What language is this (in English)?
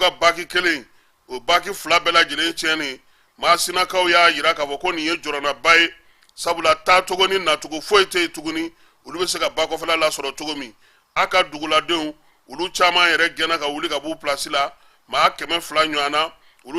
Bambara